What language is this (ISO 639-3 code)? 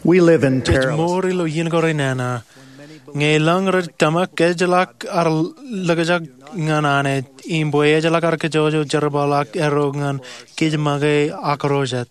mah